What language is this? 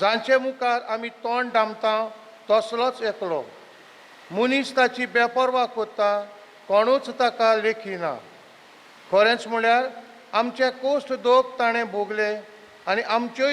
Konkani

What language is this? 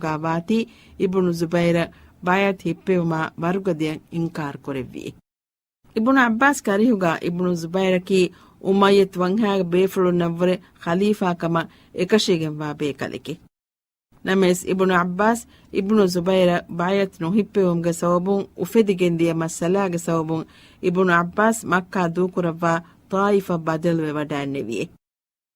Divehi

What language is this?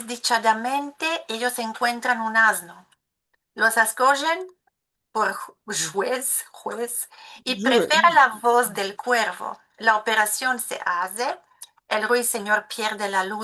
Ladino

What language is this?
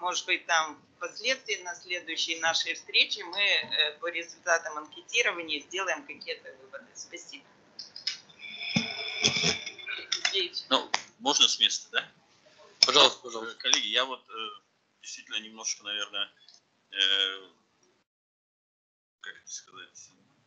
Russian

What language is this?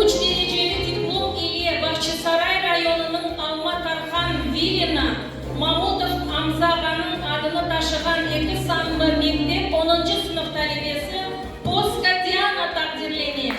Crimean Tatar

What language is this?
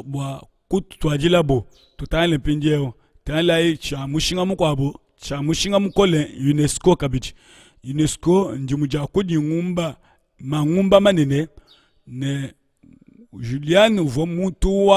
Luba-Lulua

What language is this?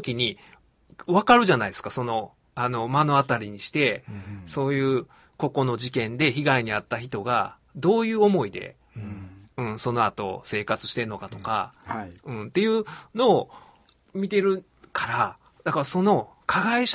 Japanese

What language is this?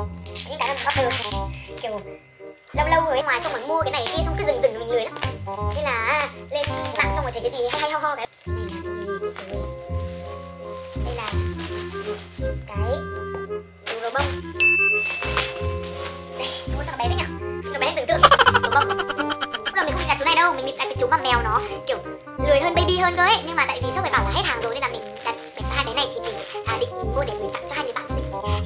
Vietnamese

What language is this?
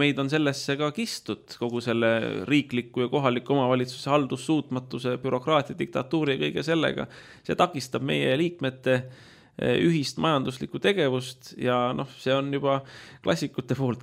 Estonian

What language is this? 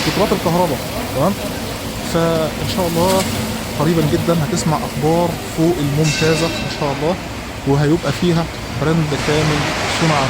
Egyptian Arabic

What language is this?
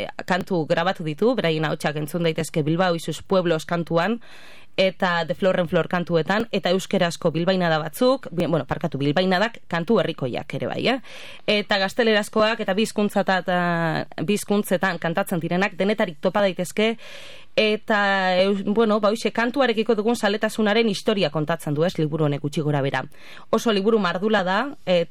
Basque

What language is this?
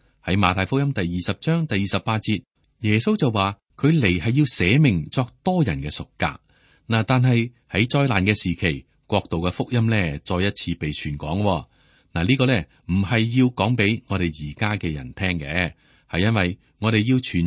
Cantonese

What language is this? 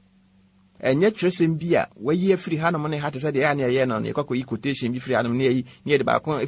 Akan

